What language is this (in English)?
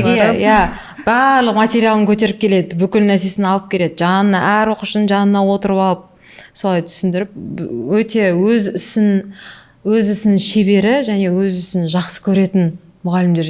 Kazakh